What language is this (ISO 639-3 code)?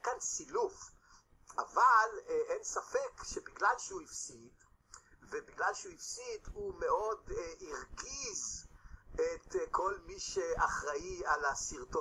heb